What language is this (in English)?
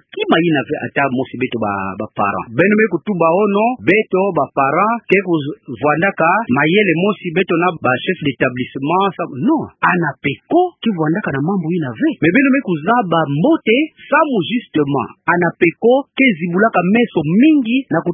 Kituba (Democratic Republic of Congo)